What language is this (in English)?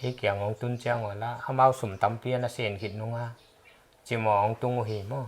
Paite Chin